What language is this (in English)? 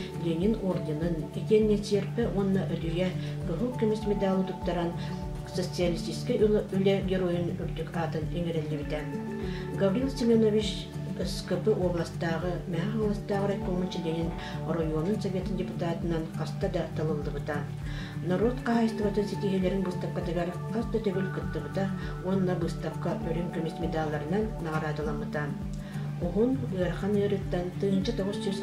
Yakut